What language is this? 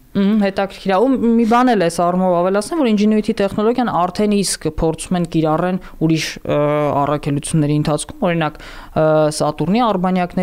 Armenian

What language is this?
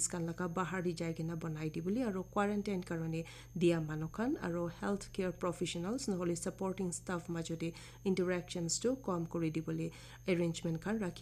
Naga Pidgin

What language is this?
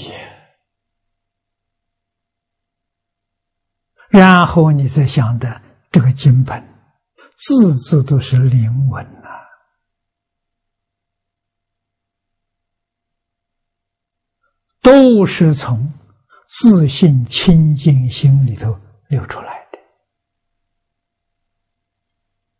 Chinese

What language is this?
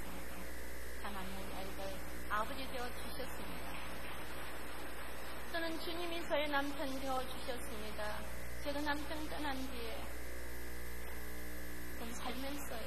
Korean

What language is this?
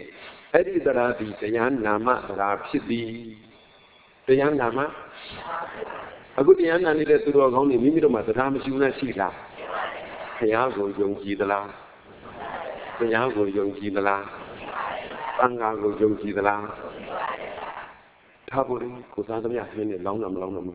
Burmese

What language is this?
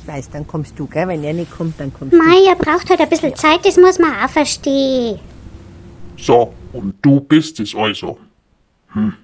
Bavarian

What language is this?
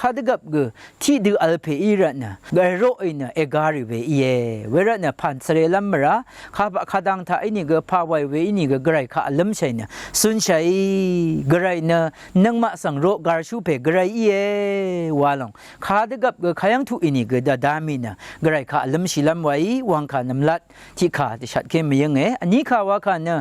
Rawang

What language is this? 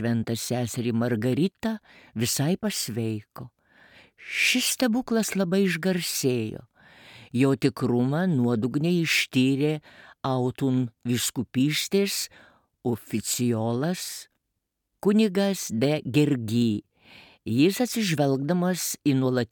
Lithuanian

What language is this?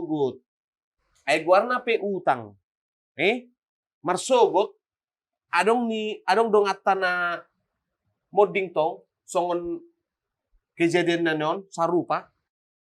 Batak Toba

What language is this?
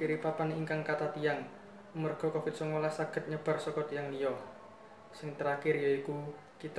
Javanese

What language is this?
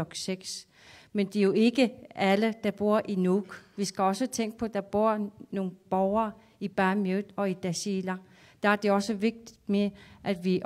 Danish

